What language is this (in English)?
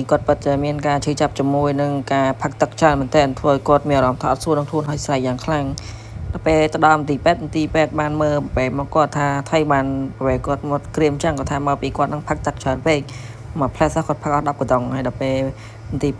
Khmer